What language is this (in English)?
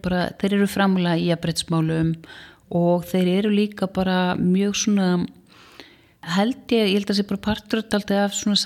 Icelandic